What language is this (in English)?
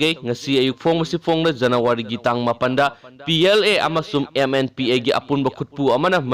Manipuri